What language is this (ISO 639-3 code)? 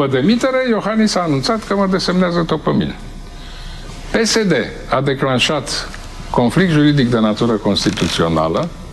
ron